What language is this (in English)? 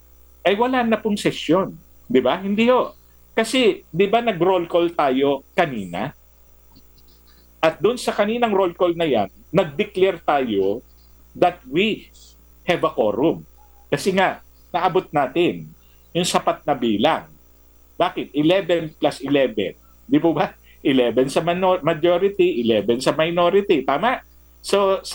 Filipino